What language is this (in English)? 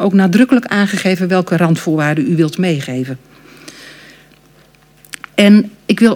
Dutch